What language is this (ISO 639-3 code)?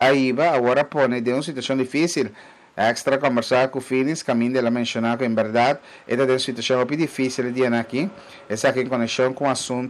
pap